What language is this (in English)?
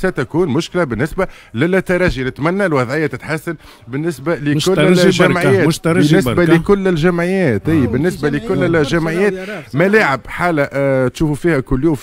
Tunisian Arabic